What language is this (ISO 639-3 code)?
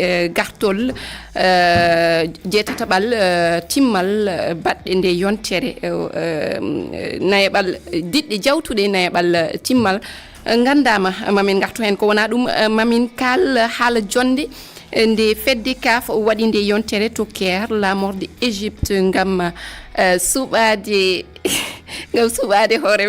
ful